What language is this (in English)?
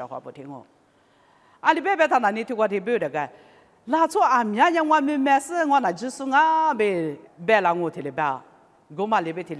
Lisu